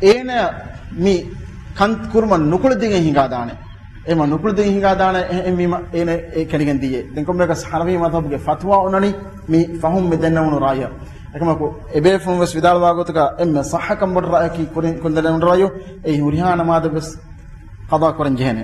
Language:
Divehi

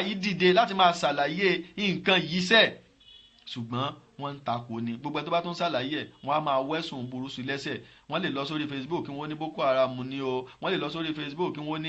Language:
Yoruba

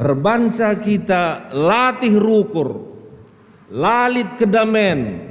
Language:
Batak Karo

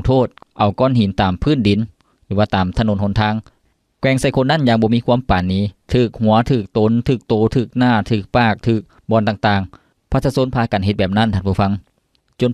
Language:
Lao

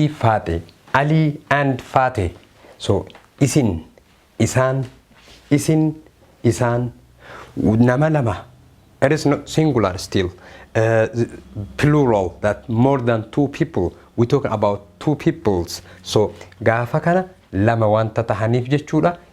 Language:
Oromo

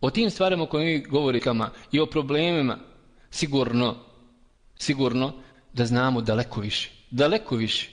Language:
Bosnian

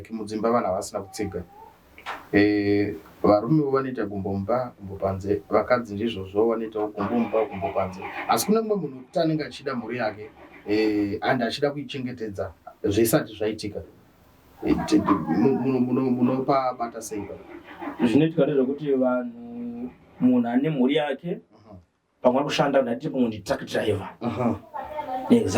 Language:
Shona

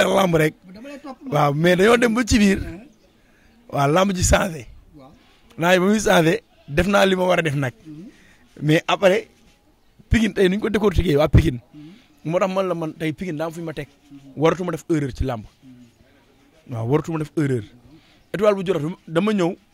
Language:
Wolof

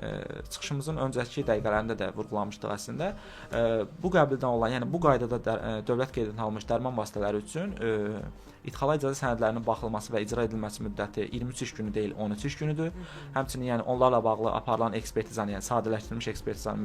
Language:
Azerbaijani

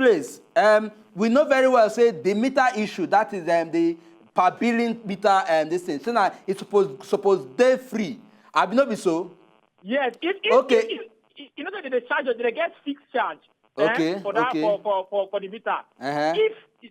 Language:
Nigerian Pidgin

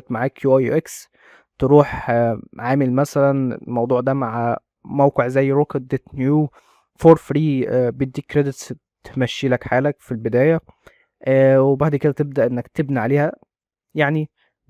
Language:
Egyptian Arabic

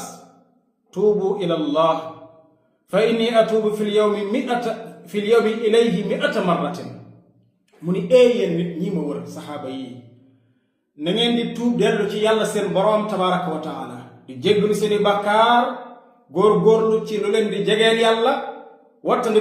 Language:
Wolof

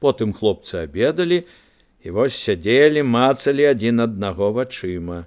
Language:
Belarusian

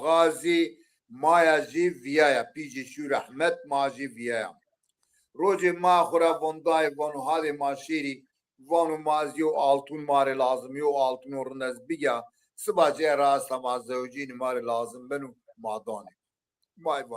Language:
Zaza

